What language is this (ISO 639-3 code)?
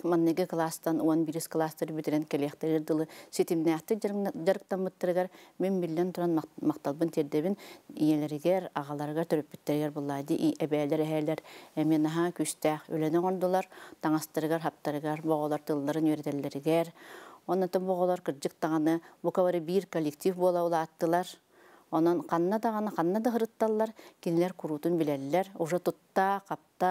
sah